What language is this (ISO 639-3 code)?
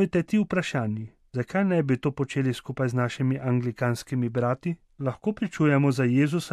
slv